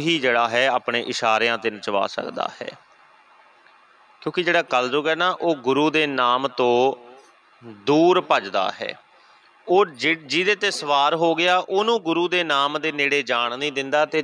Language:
Punjabi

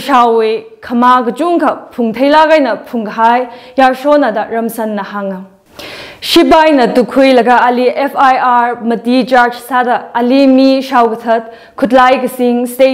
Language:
Tangkhul Naga (India)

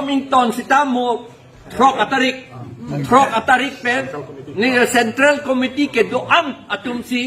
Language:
Karbi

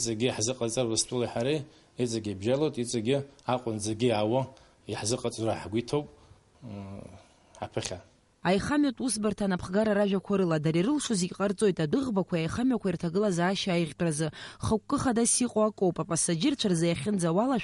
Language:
Abkhazian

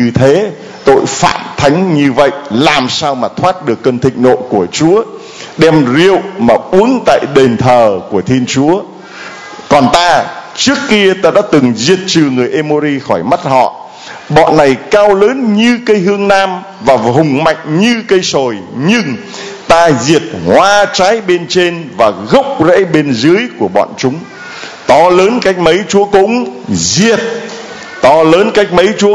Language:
Vietnamese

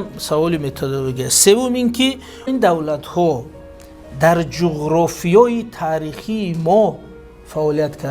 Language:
Tajik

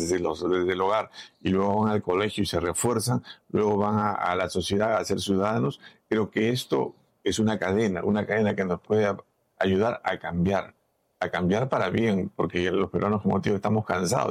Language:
Spanish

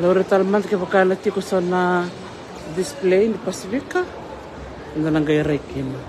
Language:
Fijian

